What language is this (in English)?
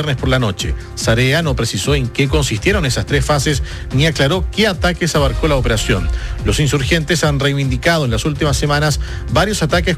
Spanish